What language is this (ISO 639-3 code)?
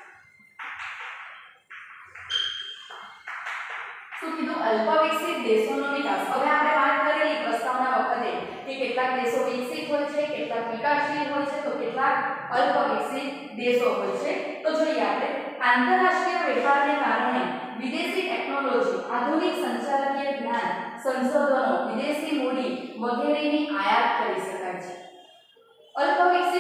guj